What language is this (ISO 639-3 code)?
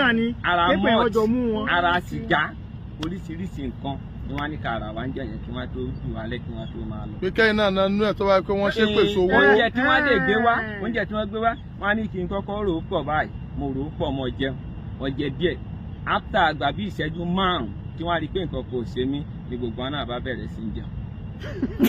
yor